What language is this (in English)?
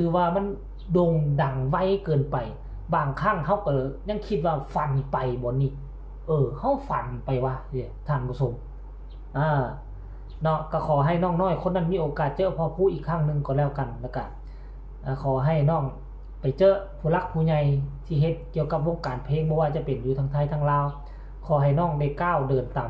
Northeastern Thai